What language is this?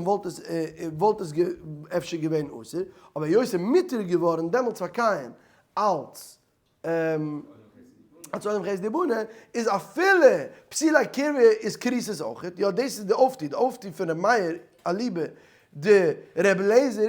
Yiddish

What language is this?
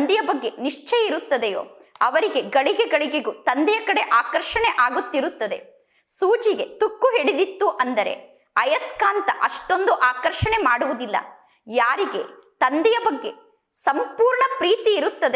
Kannada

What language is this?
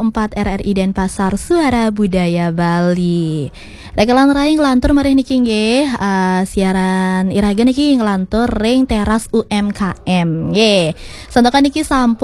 Balinese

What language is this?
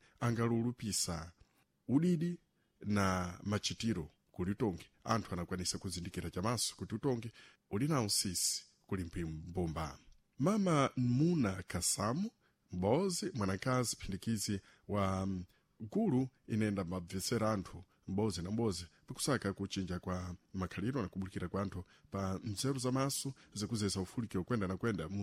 Sena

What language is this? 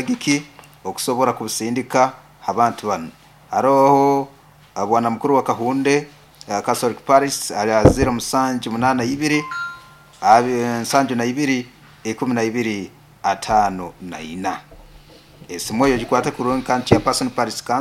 Nyoro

